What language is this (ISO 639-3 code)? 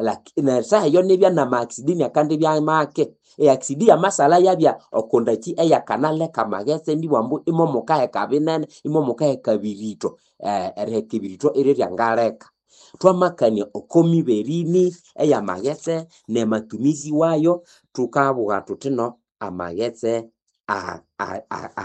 nnb